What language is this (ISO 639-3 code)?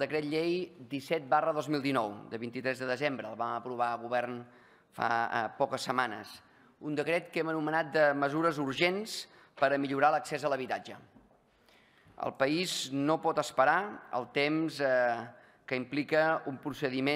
cat